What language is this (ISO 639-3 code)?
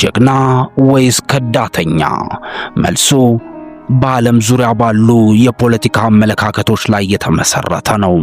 amh